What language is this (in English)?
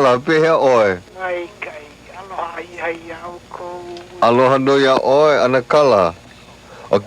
Hawaiian